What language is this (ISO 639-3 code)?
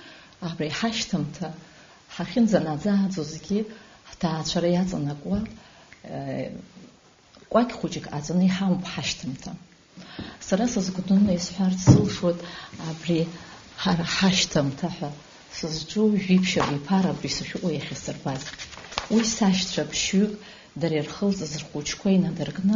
abk